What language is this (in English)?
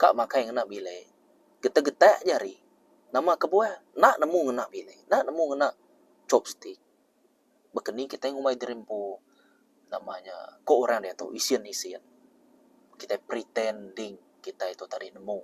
Iban